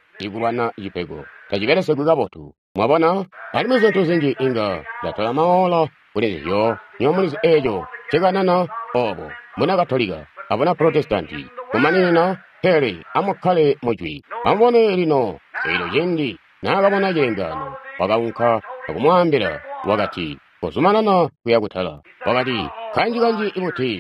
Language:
Tonga (Zambia)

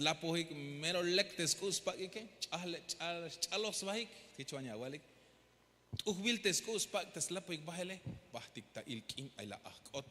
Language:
Tzeltal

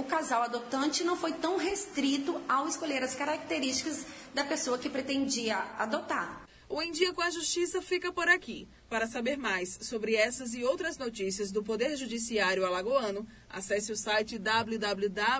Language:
Portuguese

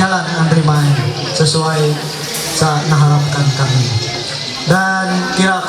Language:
Ma'anyan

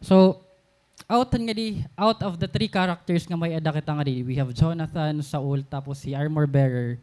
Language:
Waray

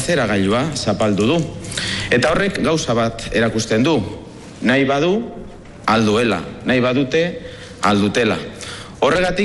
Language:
Basque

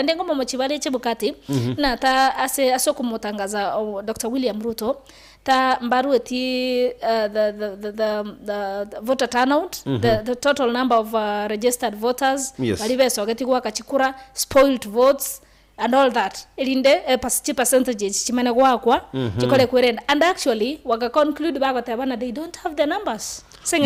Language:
Gusii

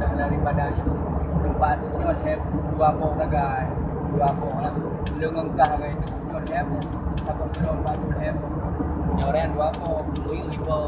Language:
Achinese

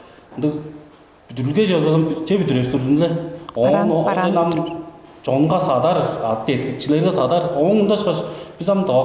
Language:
Tuvinian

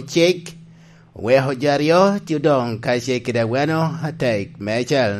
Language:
Lango (Uganda)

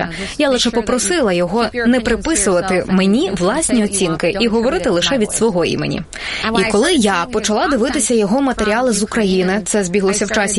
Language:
Ukrainian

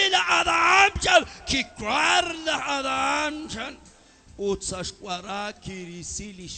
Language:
Kekchí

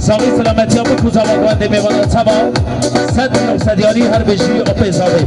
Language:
Kurdish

